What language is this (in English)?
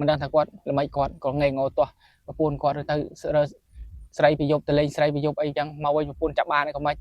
Khmer